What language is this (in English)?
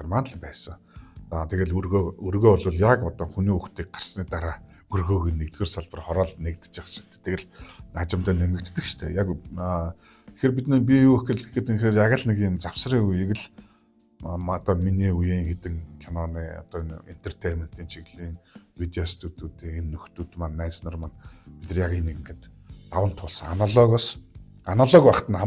Mongolian